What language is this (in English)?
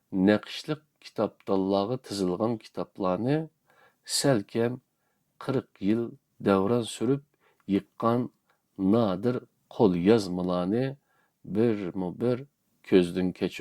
Uyghur